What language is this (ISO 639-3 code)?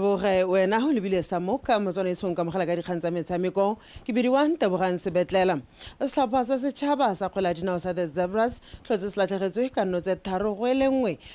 tsn